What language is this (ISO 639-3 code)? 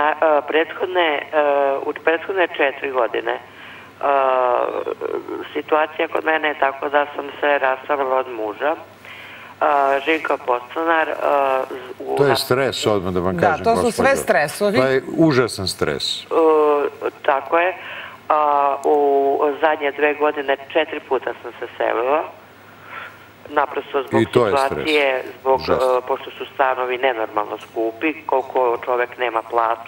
srp